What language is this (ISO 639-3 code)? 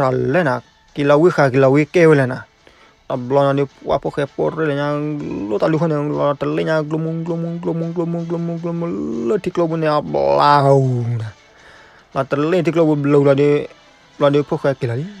ksw